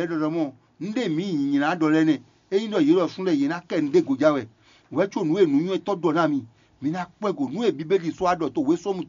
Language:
Fon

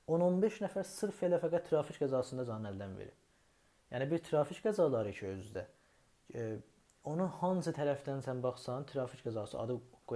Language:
South Azerbaijani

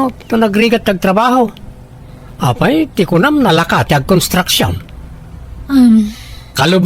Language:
Iloko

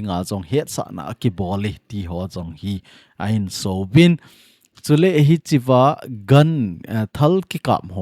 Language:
Thado Chin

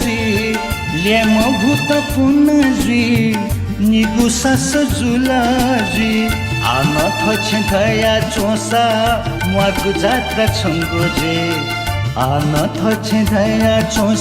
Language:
Newari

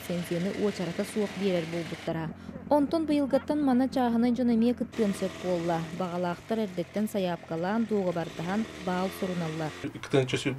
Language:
Yakut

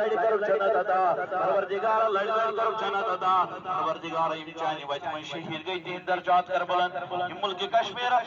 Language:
Kashmiri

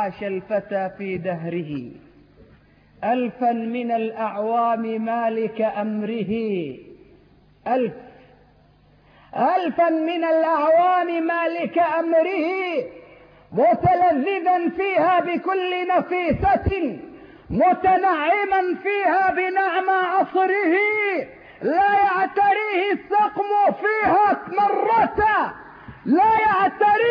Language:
Arabic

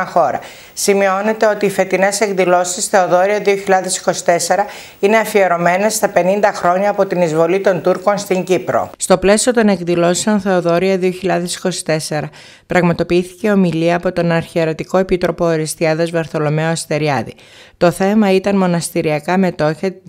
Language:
Greek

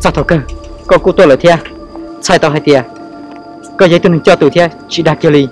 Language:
Hmong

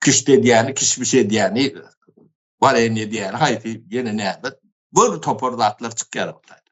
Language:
Turkmen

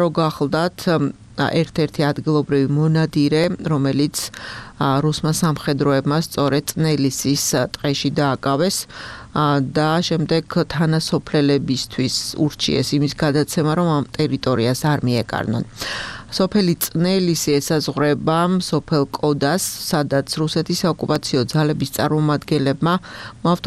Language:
Georgian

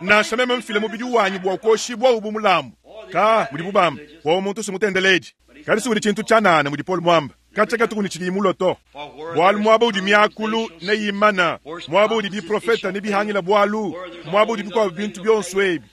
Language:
Luba-Lulua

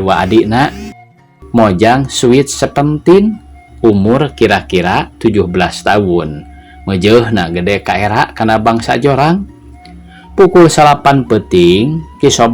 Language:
Sundanese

